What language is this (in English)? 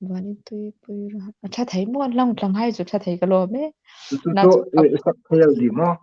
Hmar